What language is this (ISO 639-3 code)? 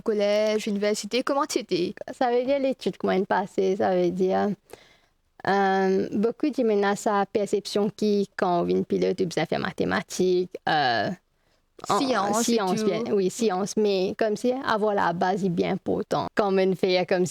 mfe